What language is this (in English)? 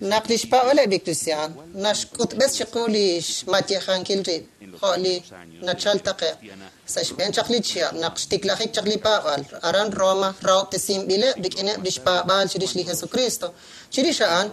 Kekchí